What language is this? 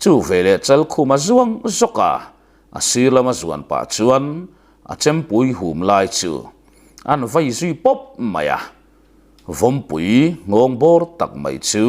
Mizo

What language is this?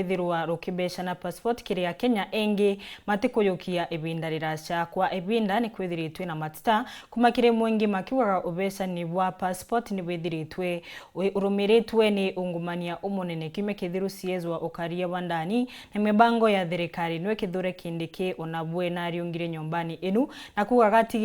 Meru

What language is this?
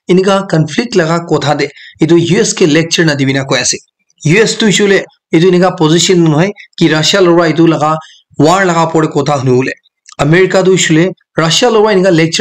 Naga Pidgin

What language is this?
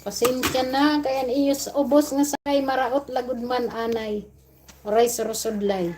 Waray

